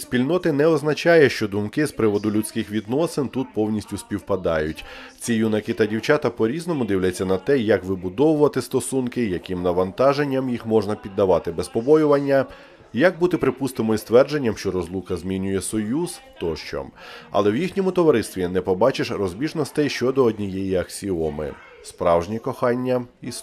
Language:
Ukrainian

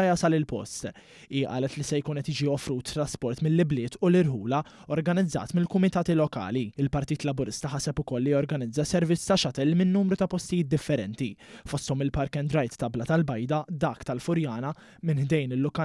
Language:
Maltese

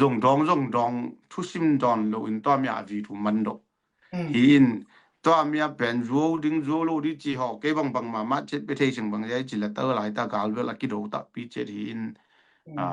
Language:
Tedim Chin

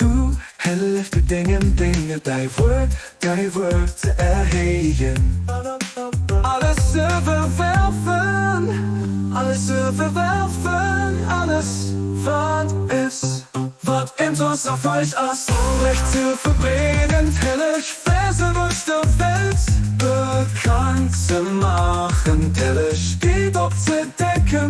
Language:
Luxembourgish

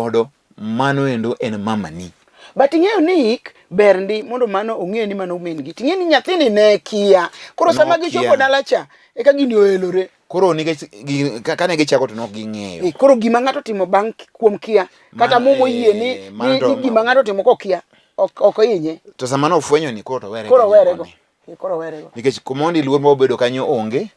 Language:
Luo (Kenya and Tanzania)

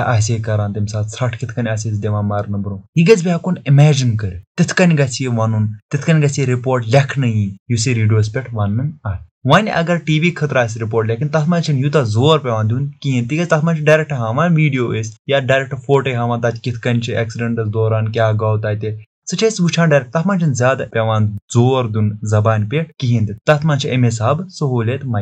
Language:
Kashmiri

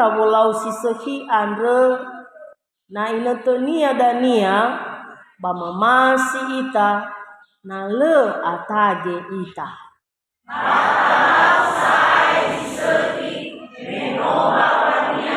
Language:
Nias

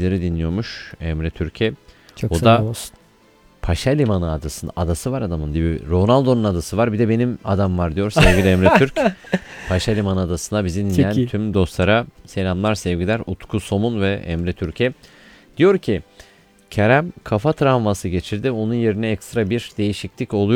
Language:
Turkish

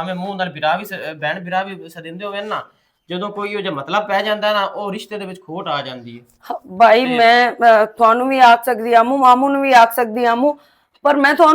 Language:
Western Panjabi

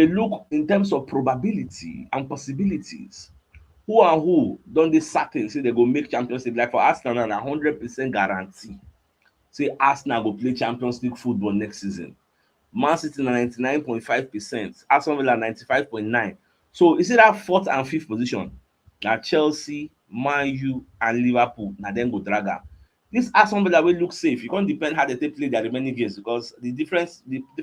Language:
Nigerian Pidgin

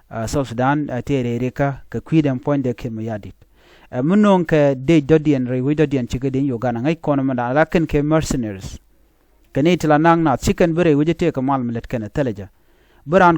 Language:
Nuer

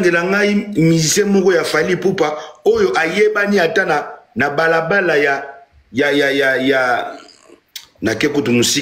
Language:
Lingala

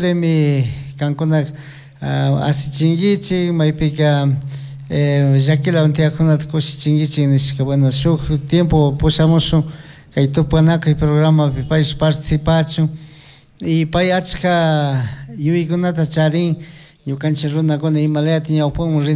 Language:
Chimborazo Highland Quichua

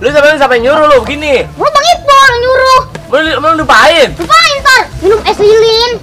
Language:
Betawi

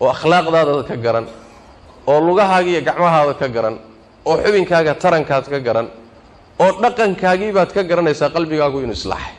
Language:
Somali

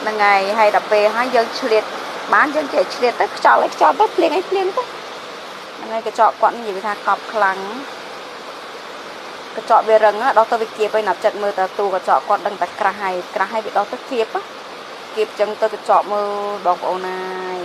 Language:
Khmer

